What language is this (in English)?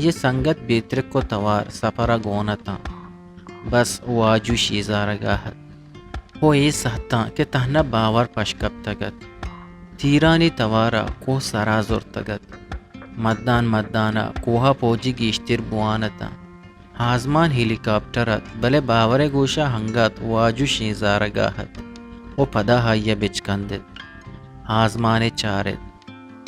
Baluchi